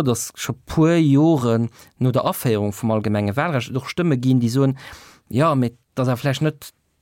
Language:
Luxembourgish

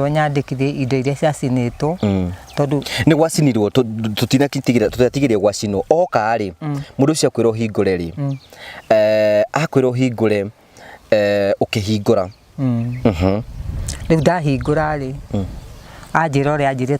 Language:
Kikuyu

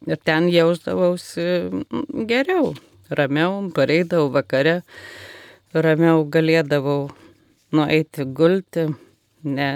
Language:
Lithuanian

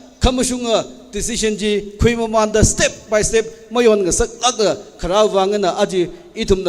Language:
Tangkhul Naga (India)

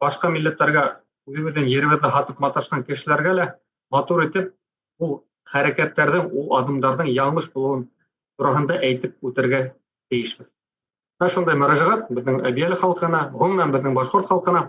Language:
Bashkir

